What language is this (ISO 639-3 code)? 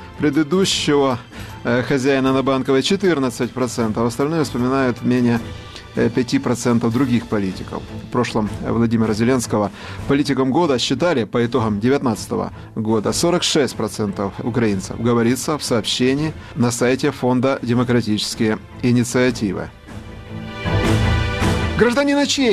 rus